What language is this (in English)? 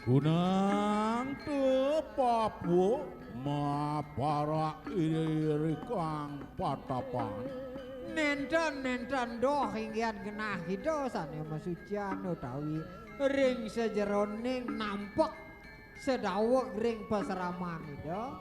Balinese